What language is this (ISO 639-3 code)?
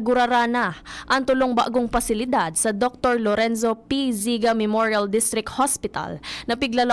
bik